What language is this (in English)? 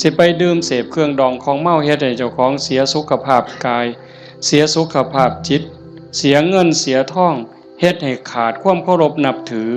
Northeastern Thai